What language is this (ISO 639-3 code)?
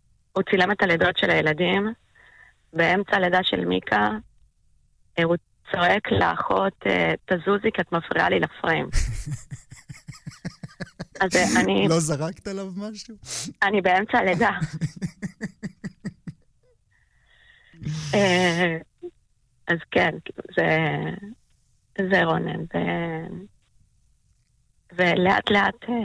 heb